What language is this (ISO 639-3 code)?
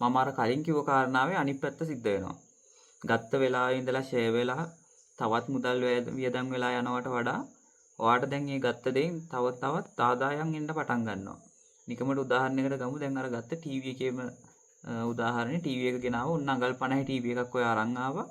sin